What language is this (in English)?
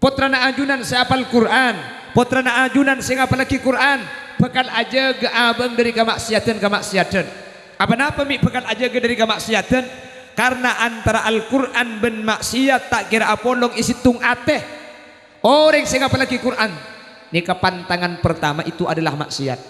Madurese